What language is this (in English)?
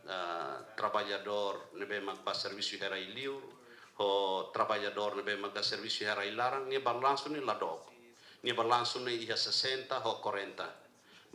Tetum